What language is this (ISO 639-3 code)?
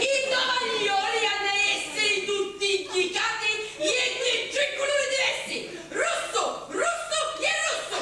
scn